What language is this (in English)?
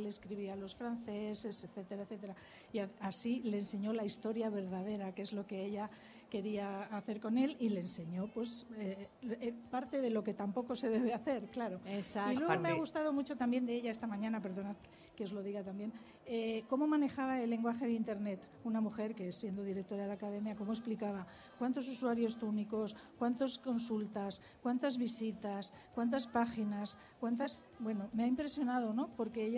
Spanish